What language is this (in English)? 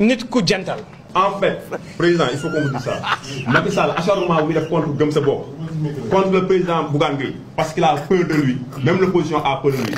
Wolof